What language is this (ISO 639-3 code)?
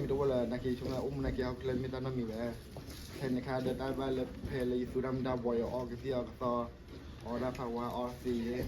ksw